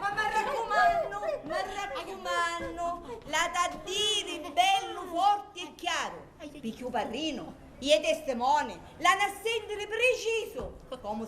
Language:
Sicilian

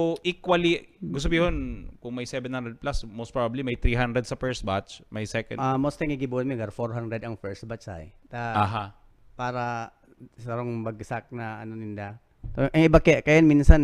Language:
Bikol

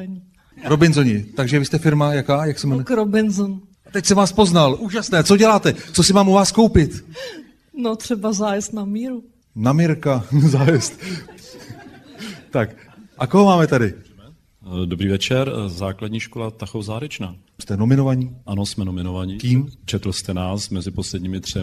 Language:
Czech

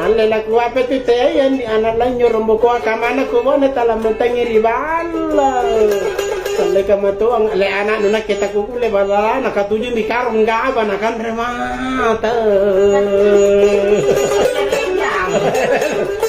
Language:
Makasar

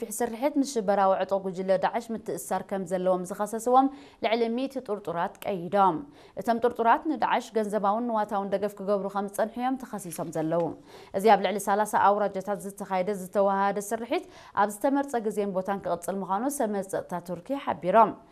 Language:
Tigrinya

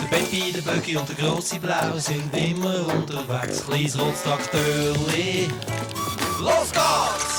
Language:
Swiss German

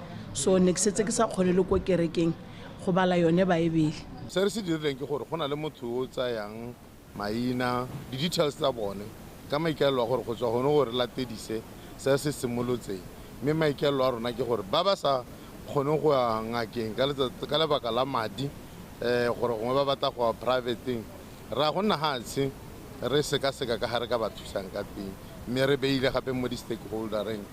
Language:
Tswana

